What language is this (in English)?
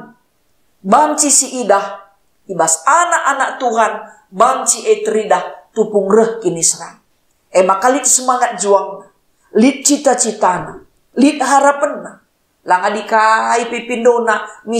Batak Karo